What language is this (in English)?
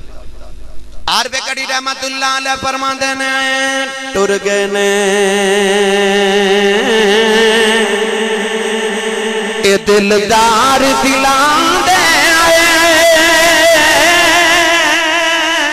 Western Panjabi